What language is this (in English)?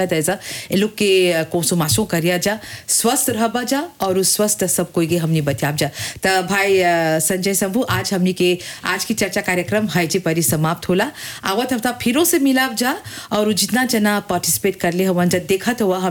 Bhojpuri